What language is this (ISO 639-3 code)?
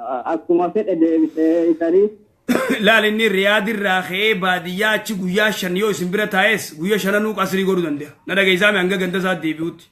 orm